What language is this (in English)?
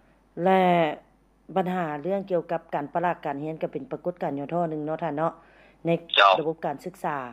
Lao